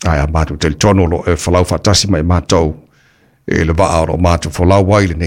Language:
Samoan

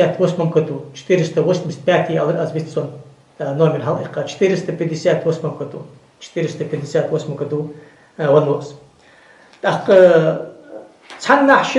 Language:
Ingush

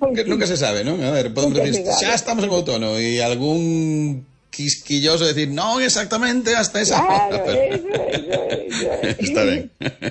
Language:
Galician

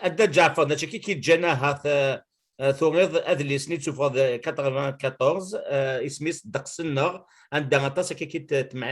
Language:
Kabyle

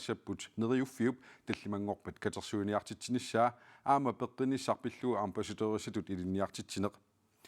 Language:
Kalaallisut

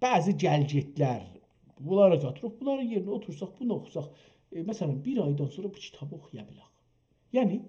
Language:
South Azerbaijani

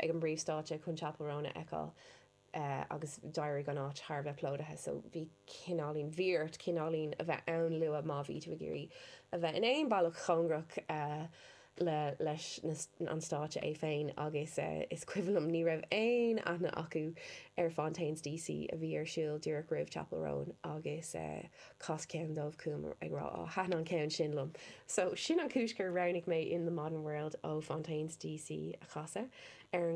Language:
Irish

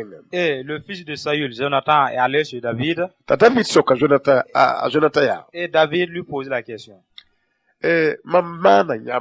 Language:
Mossi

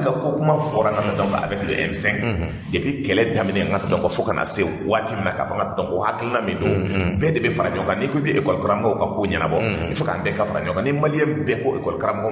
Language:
Bambara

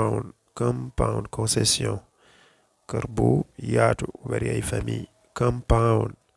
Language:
Wolof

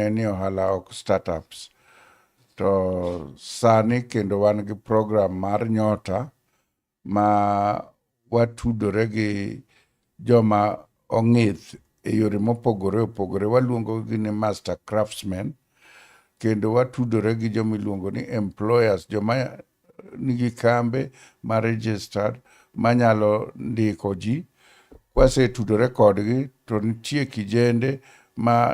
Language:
Luo (Kenya and Tanzania)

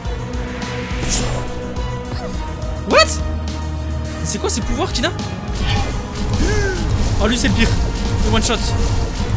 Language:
French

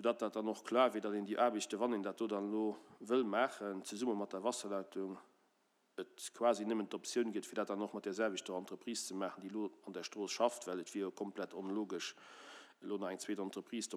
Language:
Luxembourgish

